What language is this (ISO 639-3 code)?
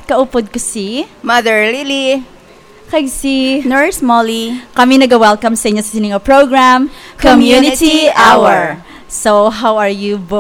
hil